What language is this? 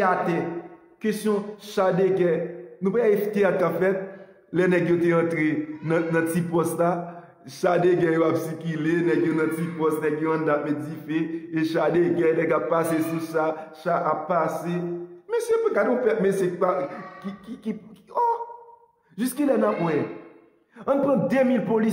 Haitian Creole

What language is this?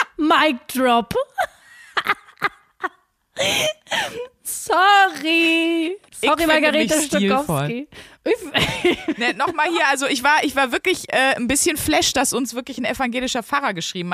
German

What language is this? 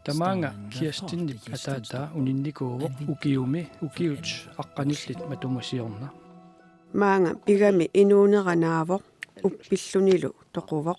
Kalaallisut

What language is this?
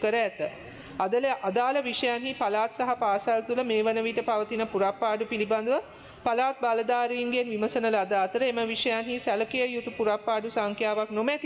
Sinhala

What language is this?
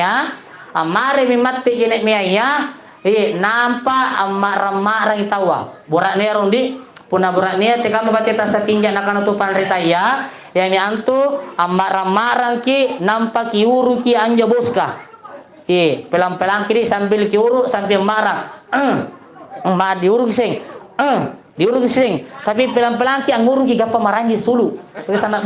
Makasar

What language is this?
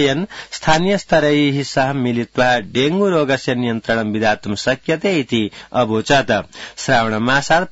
Sanskrit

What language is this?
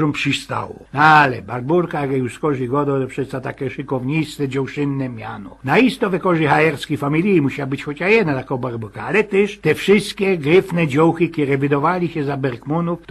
Silesian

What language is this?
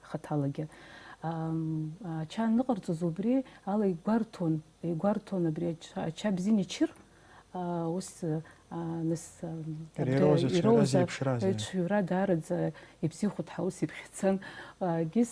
Abkhazian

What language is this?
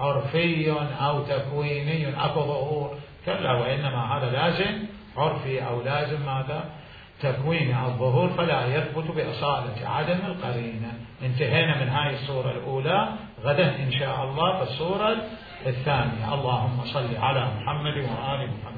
Mesopotamian Arabic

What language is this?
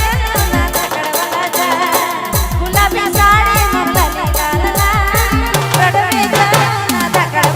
Sadri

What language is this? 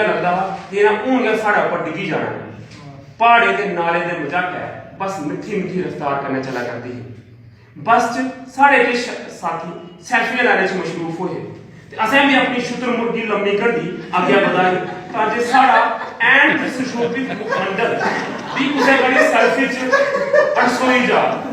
Dogri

